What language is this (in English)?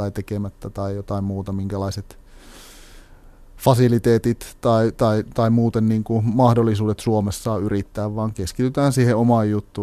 Finnish